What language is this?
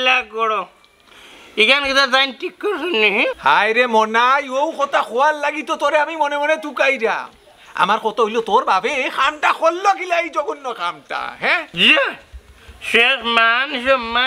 Sylheti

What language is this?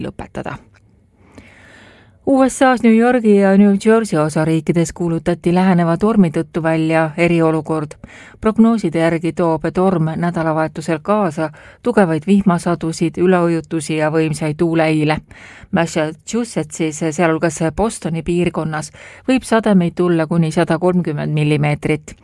Estonian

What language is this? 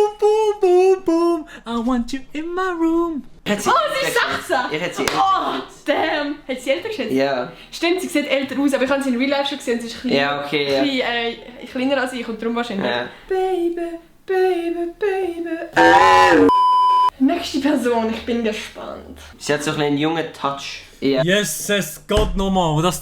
Swiss German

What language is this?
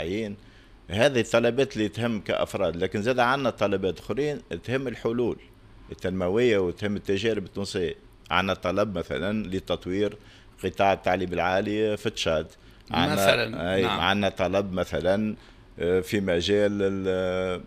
Tunisian Arabic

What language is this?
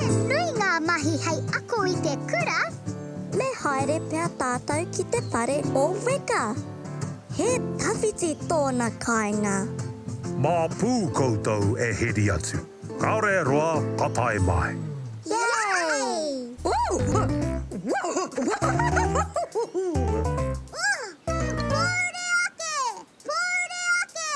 Māori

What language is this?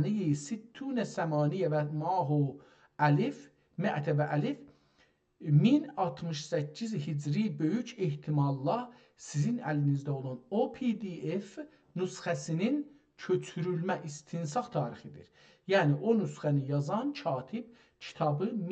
South Azerbaijani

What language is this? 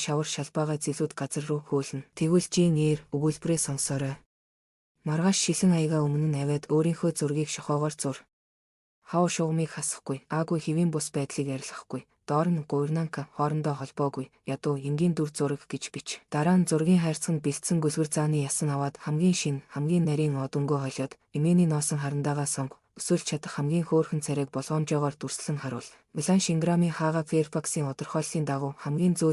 Mongolian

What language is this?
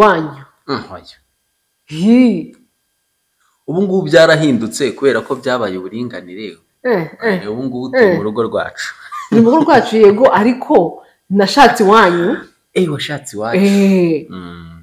Kinyarwanda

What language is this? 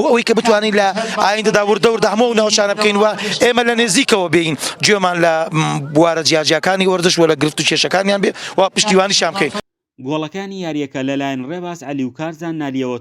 Central Kurdish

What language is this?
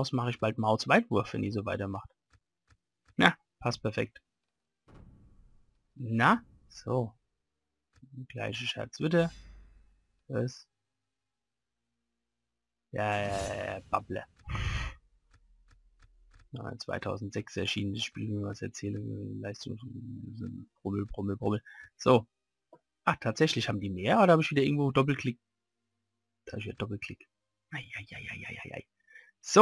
German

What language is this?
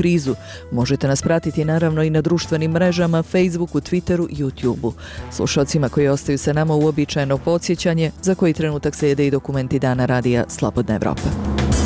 Bosnian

